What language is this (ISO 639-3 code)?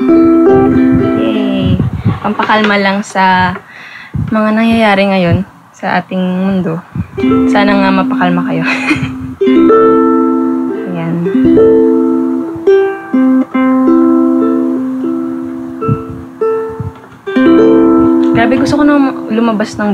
fil